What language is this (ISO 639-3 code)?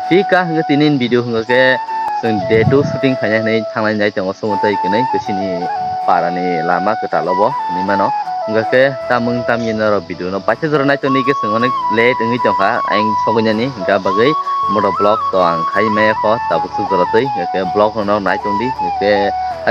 trp